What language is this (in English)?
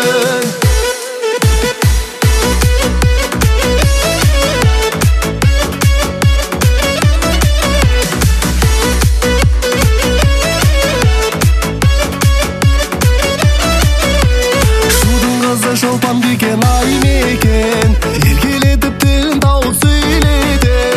Kazakh